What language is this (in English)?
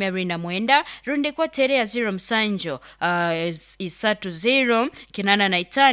Nyoro